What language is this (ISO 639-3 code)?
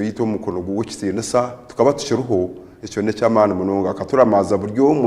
nyn